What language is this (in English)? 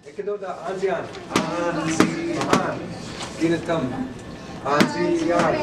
Chippewa